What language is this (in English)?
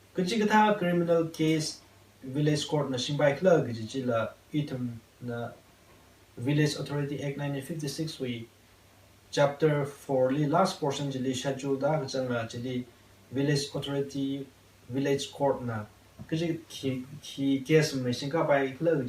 Tangkhul Naga (India)